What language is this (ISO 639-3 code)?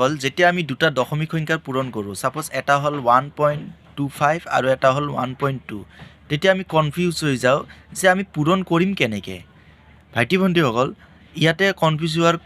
asm